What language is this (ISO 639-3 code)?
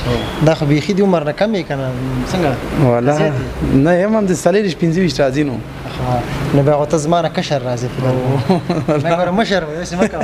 pus